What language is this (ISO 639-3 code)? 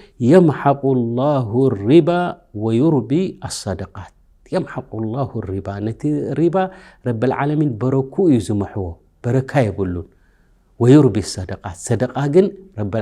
tir